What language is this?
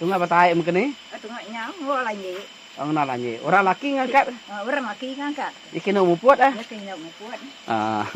Iban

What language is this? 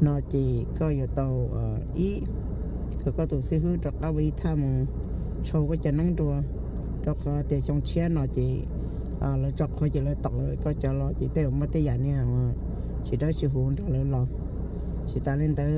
Hmong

